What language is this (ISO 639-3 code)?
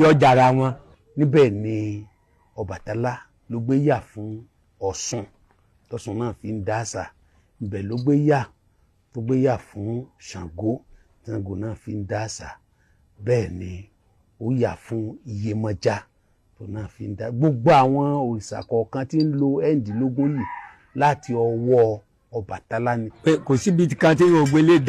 yor